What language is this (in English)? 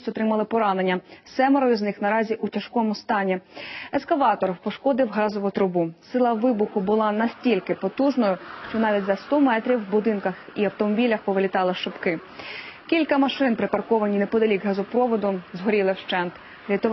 Ukrainian